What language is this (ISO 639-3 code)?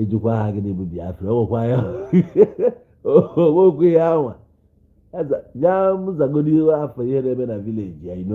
ibo